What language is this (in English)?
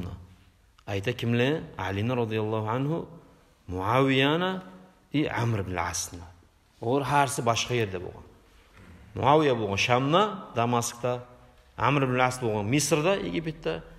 Kumyk